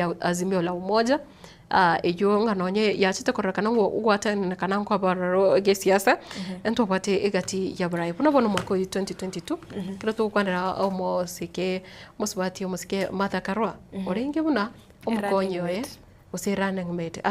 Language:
Gusii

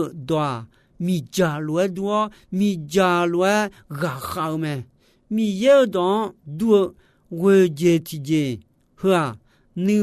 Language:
Akha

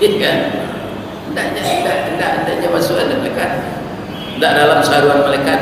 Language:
Minangkabau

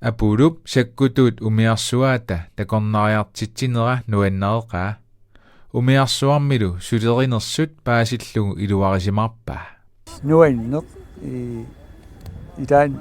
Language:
Kalaallisut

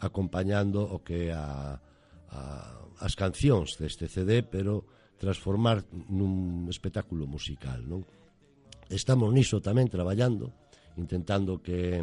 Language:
Galician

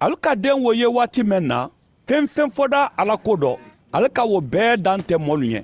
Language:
Mandingo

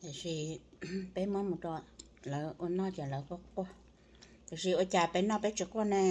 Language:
Hmong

